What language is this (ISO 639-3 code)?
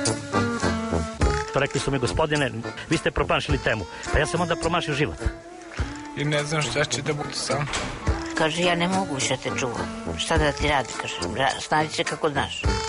srp